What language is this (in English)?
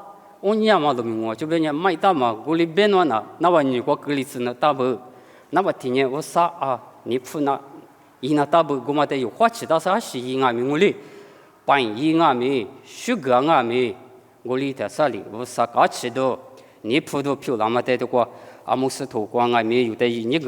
Lisu